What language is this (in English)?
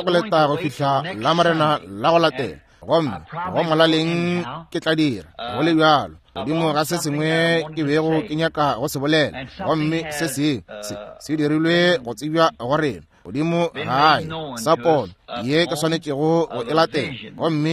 Northern Sotho